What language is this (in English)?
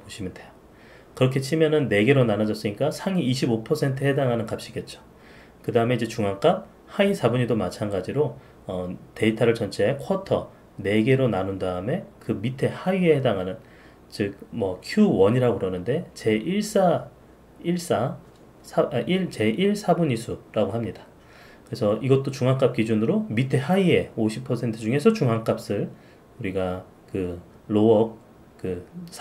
Korean